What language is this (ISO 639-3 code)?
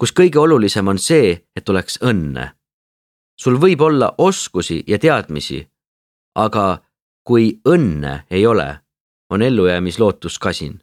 est